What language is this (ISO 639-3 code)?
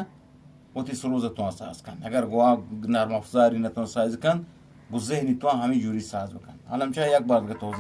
bgp